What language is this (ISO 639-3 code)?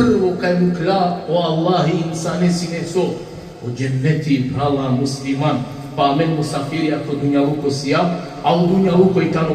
rmn